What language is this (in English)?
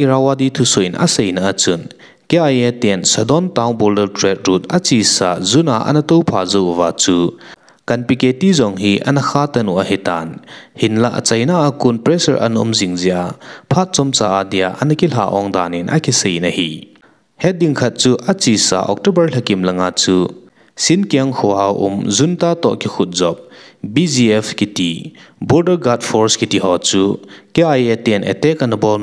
Thado Chin